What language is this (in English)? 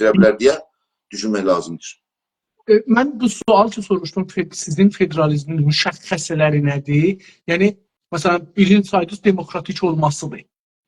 South Azerbaijani